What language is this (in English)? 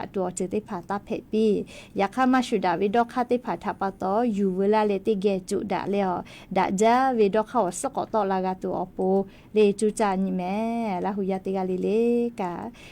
Lahu